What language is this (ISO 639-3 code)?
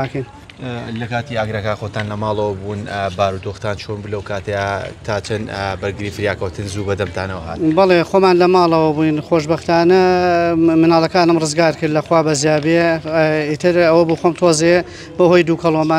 ckb